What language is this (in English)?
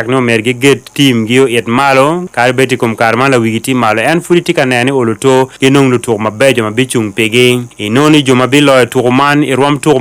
Acoli